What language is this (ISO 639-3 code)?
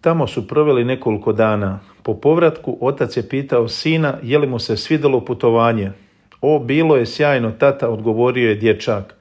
hrv